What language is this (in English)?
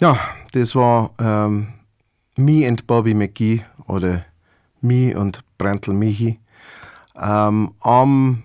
Bavarian